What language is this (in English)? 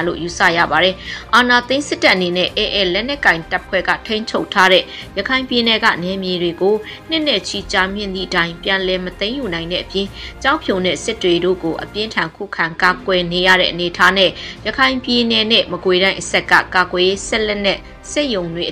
Burmese